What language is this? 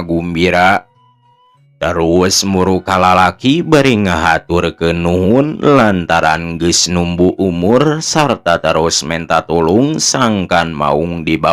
Sundanese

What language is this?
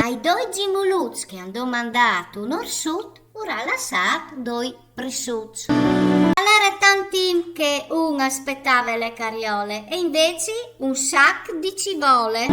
Friulian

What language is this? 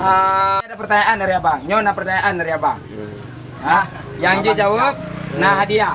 Achinese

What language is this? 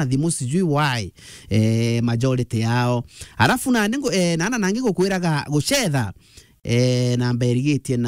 Meru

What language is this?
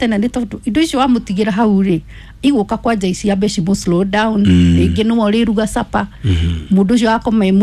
Kikuyu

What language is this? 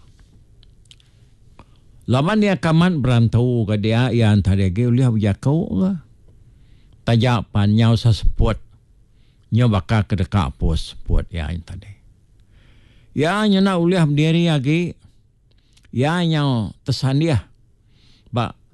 Iban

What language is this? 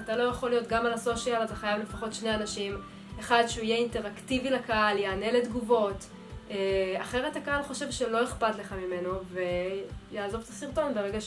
Hebrew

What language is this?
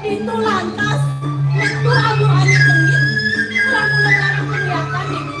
Balinese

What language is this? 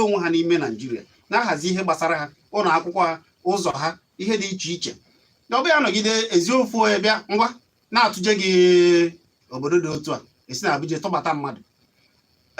Igbo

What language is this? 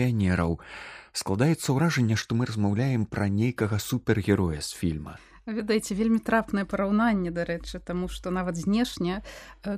Belarusian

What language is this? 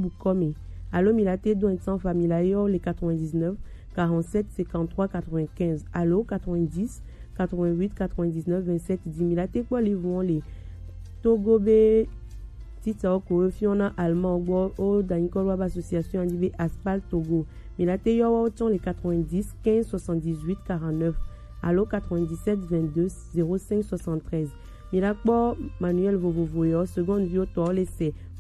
Gen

